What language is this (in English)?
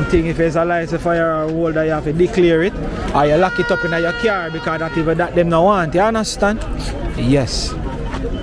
Jamaican Creole English